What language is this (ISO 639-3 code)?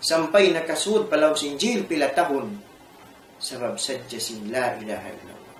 tsg